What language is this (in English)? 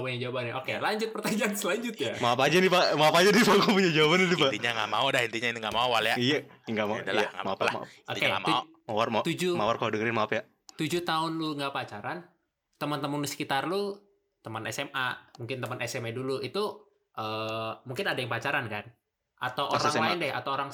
Indonesian